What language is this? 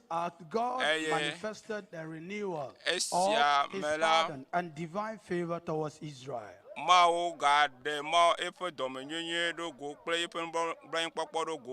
Ewe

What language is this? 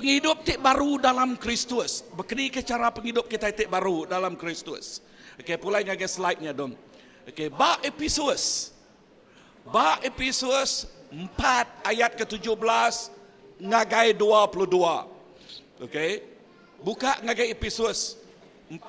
Iban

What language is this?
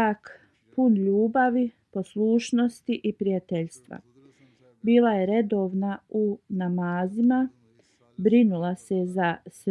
Bosnian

